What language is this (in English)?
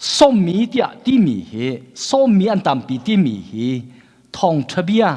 Hakha Chin